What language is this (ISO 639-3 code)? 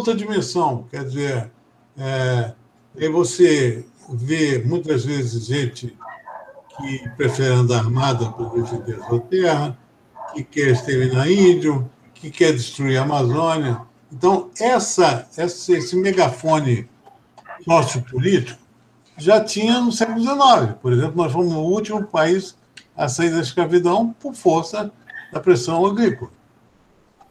por